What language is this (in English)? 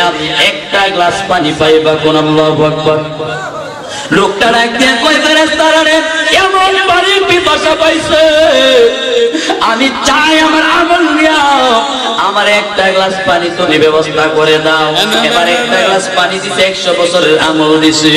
Bangla